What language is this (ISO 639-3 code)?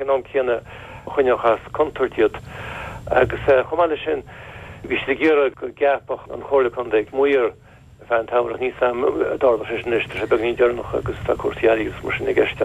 gle